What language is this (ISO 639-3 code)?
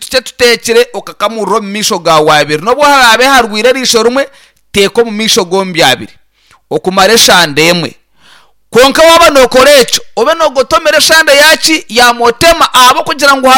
nyn